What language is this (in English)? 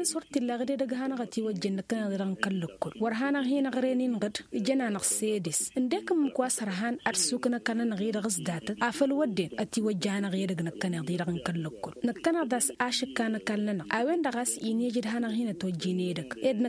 Tamasheq